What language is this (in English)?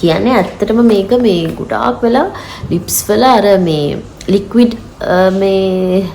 Sinhala